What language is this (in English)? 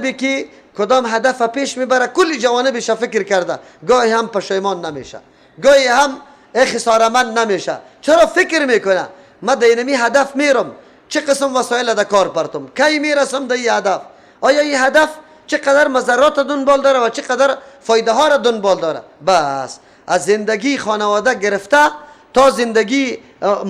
Persian